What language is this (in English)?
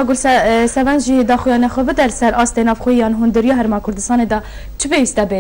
Kurdish